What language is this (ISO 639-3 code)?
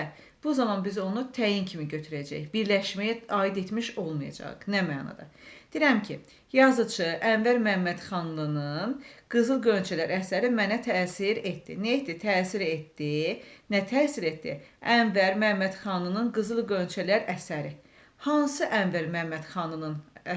aze